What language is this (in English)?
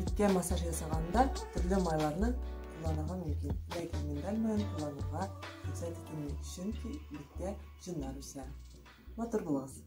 Tatar